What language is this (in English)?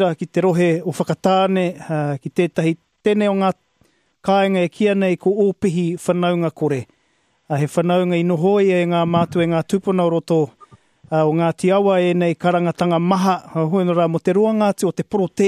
Māori